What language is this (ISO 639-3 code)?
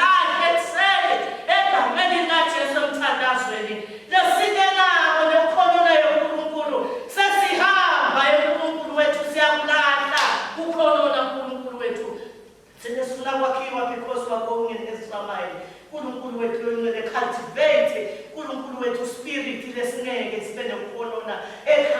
ssw